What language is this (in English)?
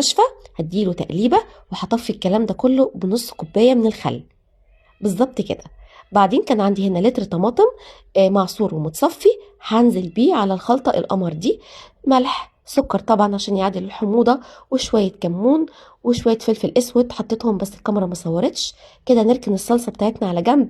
Egyptian Arabic